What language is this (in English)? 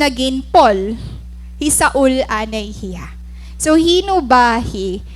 Waray